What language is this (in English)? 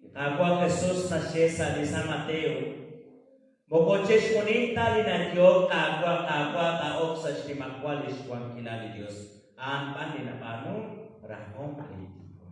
Kekchí